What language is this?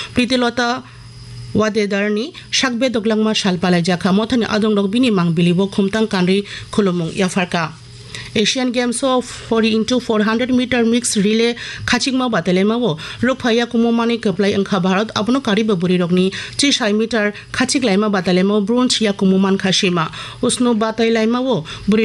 Kok Borok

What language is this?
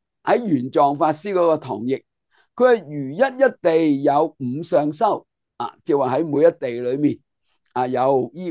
Cantonese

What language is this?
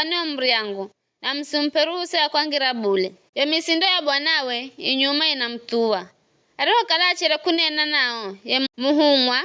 Giryama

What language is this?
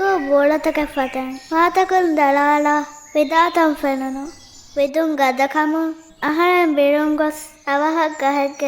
Divehi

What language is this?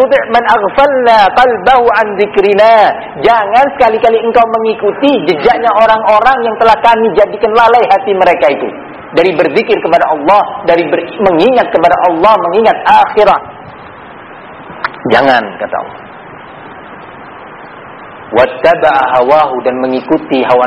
Indonesian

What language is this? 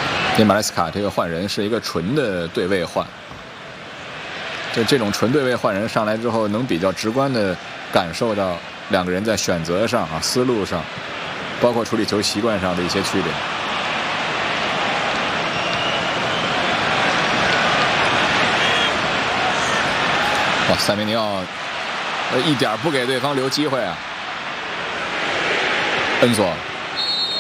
Chinese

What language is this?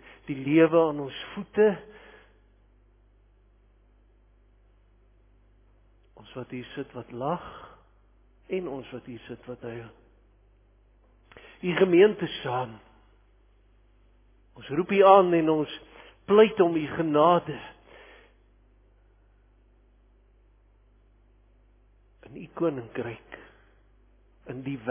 Afrikaans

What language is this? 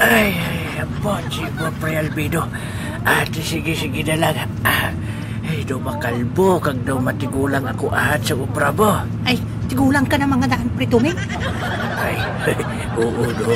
Hiligaynon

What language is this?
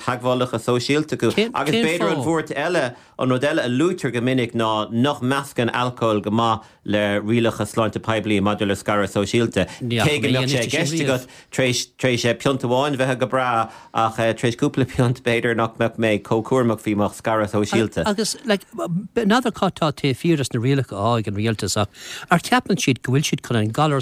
Irish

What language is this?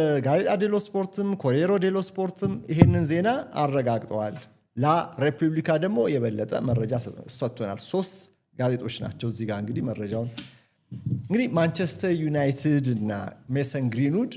Amharic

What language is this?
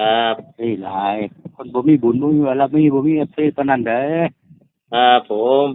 Northeastern Thai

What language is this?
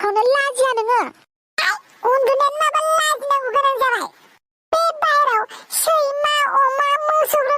Bodo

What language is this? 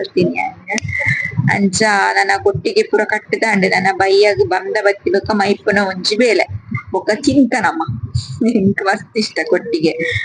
Tulu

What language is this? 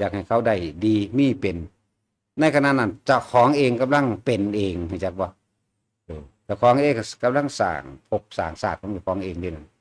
Northeastern Thai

